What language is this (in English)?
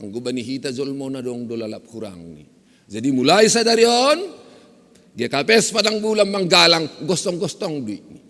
Batak Simalungun